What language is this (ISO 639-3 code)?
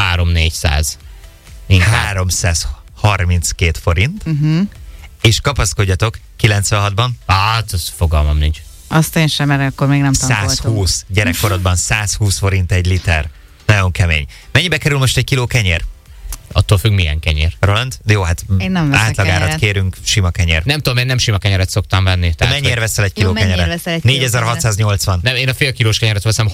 hun